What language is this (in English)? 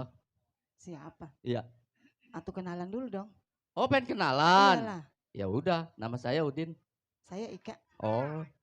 Betawi